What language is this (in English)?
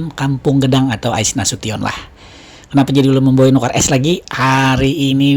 Banjar